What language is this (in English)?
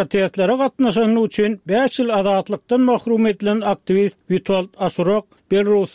Turkmen